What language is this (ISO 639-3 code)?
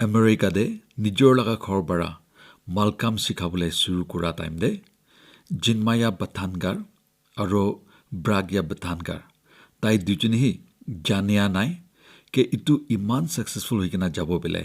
nag